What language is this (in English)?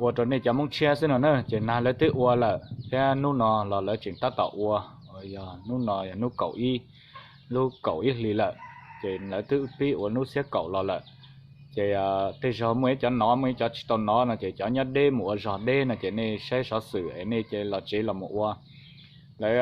Hmong